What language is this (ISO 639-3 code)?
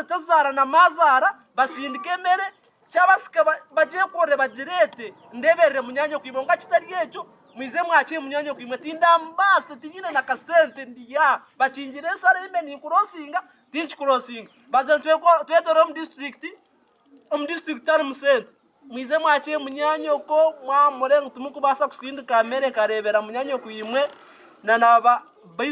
nyn